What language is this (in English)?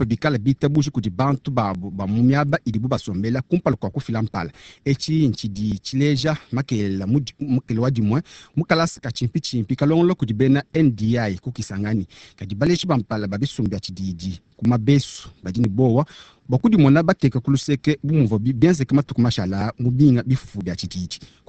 Luba-Lulua